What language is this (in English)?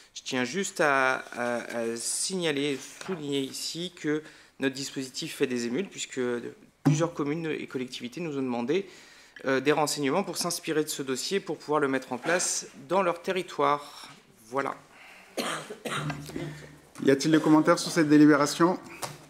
French